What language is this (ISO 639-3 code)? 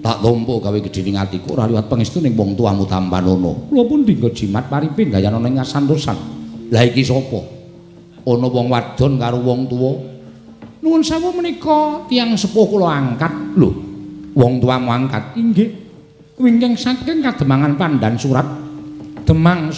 jav